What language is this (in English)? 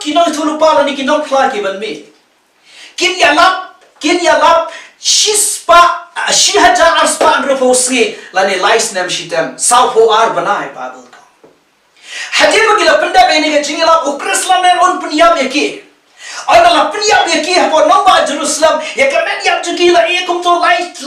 Khasi